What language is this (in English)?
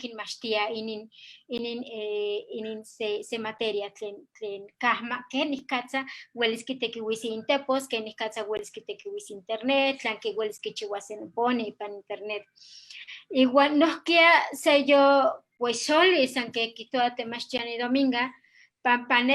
Eastern Huasteca Nahuatl